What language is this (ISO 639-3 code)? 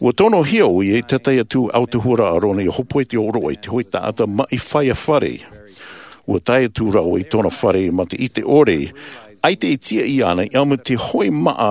tah